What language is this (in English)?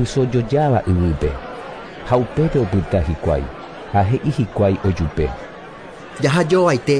Guarani